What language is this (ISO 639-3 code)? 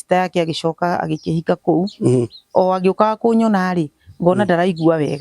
kik